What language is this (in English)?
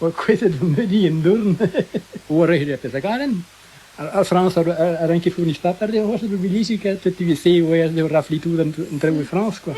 Breton